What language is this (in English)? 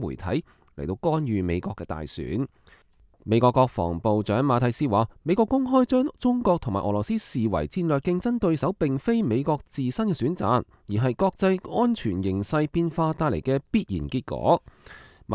Cantonese